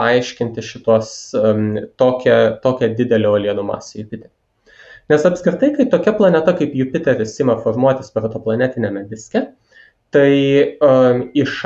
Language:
Lithuanian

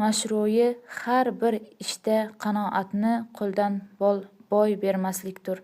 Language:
Uzbek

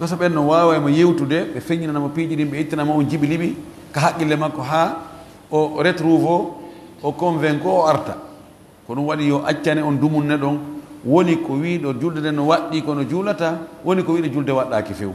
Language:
Fula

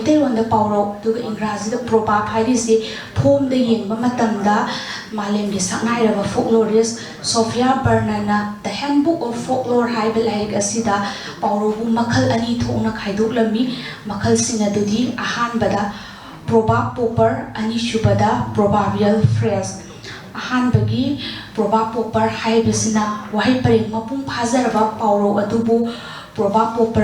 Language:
Manipuri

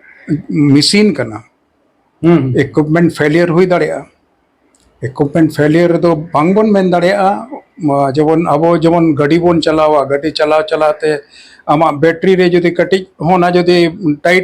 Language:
Santali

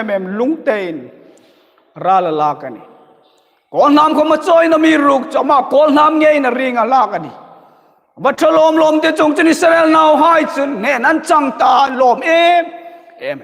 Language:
Hmar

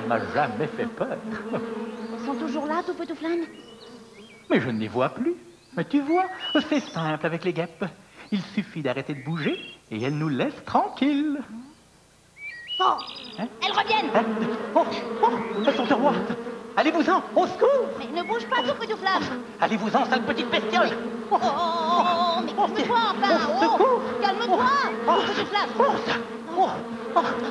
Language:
French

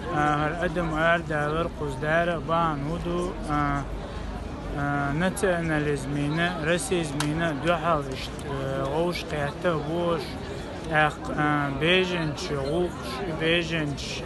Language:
Chechen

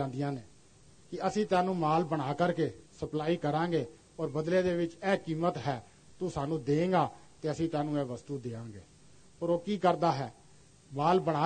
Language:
Punjabi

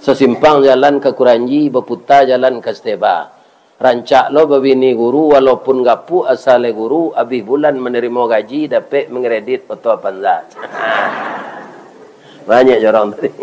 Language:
Minangkabau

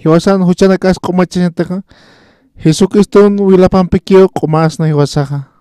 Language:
Aymara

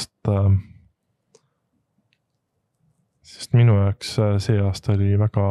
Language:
Estonian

